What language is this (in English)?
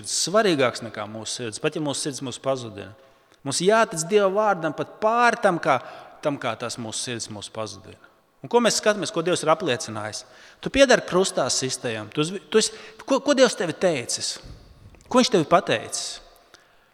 Latvian